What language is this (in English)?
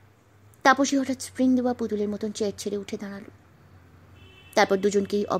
Bangla